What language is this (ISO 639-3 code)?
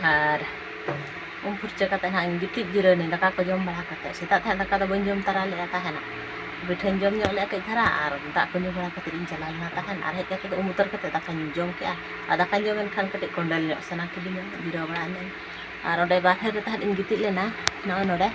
sat